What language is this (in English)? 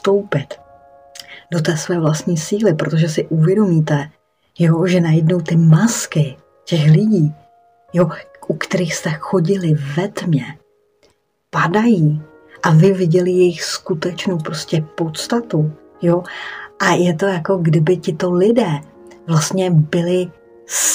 Czech